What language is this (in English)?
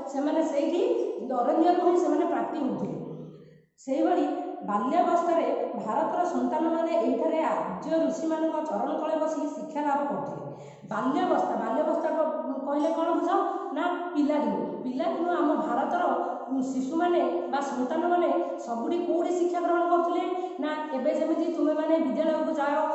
Odia